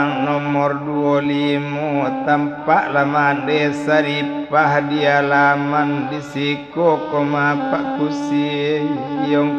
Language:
Minangkabau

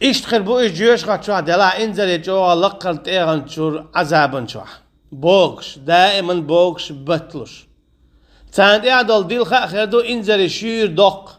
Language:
Chechen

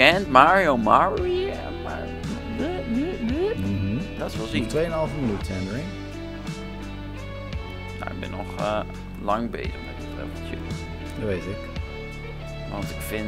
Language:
Dutch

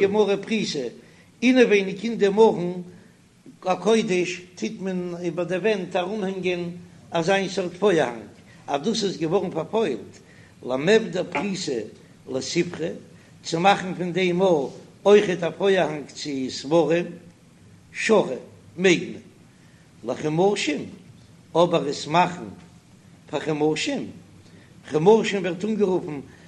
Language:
Yiddish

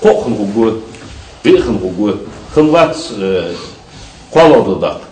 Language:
Ingush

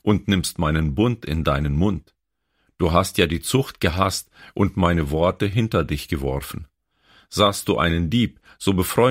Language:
German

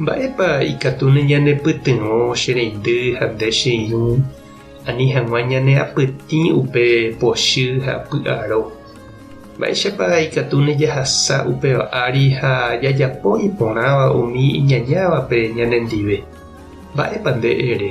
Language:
Guarani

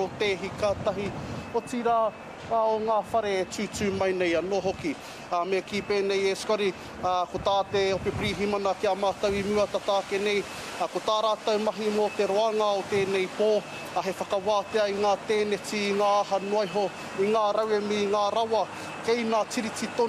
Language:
Māori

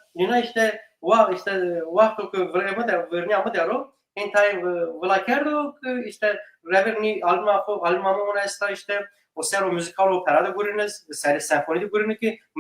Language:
Zaza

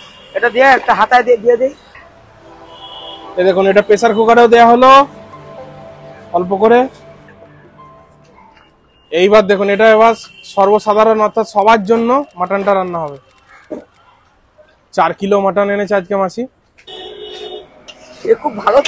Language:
Bangla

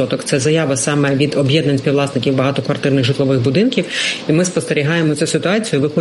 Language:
Ukrainian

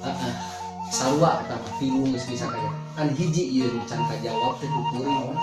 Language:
Sundanese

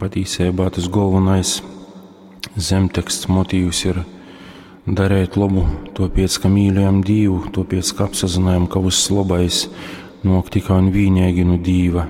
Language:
Latgalian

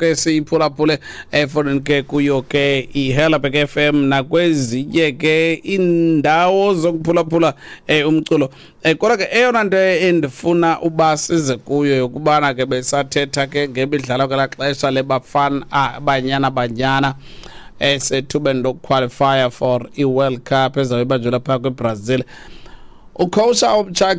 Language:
Xhosa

